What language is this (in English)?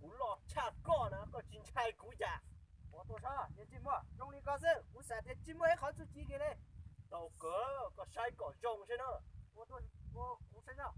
Hmong